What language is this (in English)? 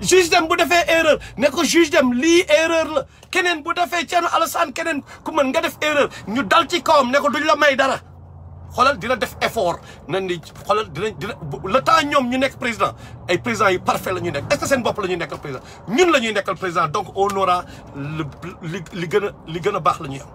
Wolof